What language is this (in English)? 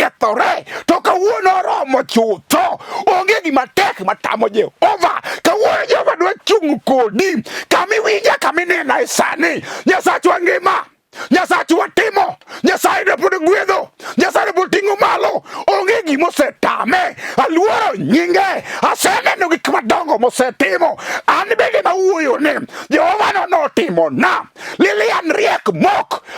Luo (Kenya and Tanzania)